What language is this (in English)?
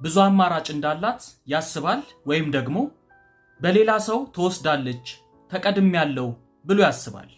Amharic